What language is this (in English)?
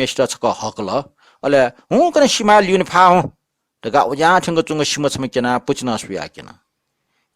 Newari